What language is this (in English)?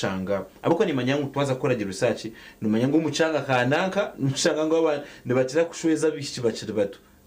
Nyankole